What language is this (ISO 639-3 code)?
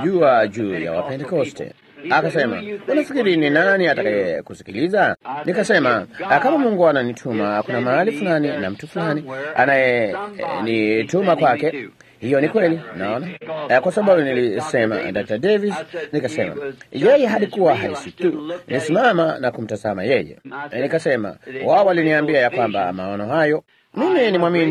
swa